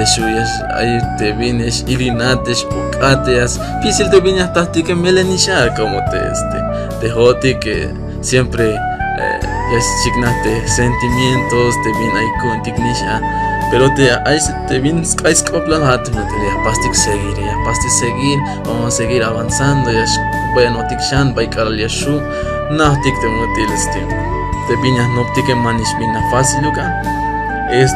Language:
Tzeltal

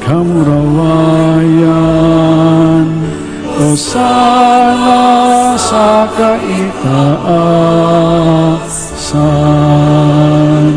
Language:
Bikol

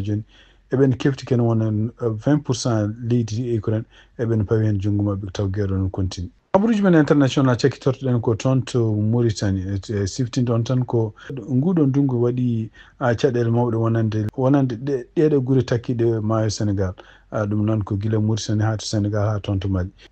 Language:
Fula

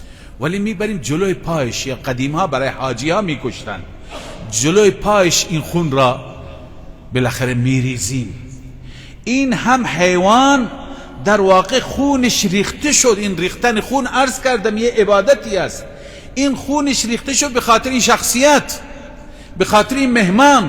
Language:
Persian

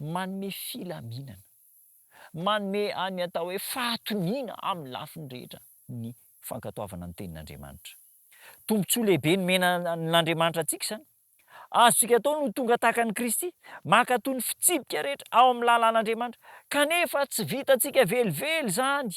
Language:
Malagasy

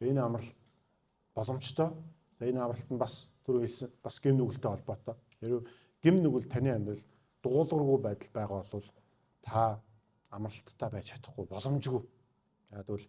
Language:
Mongolian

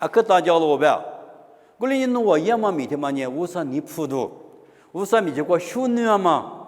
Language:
Lisu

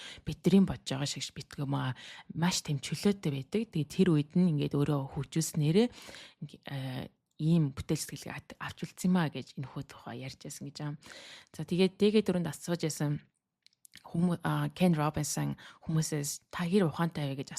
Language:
Mongolian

